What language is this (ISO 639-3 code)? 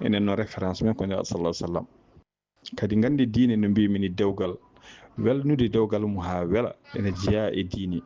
ful